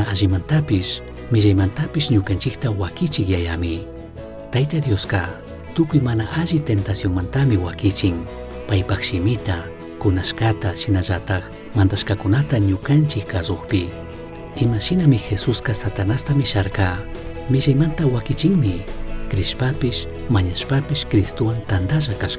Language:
Chimborazo Highland Quichua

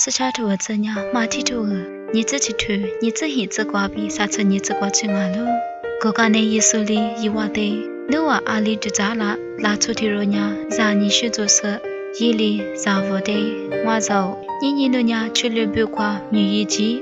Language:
Lisu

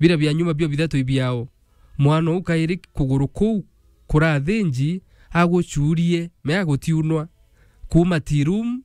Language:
Meru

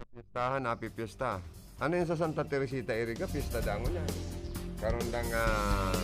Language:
Bikol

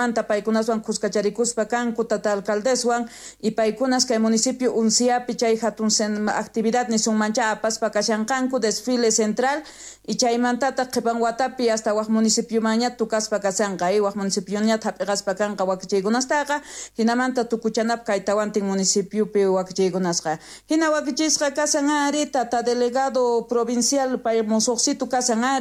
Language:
South Bolivian Quechua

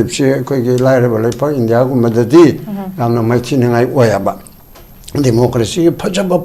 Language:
Manipuri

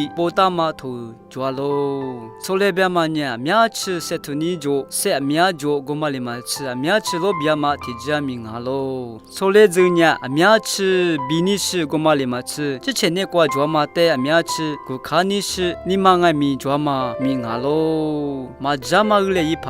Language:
Lisu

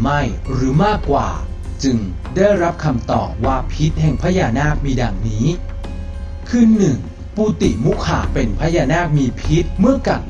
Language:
Thai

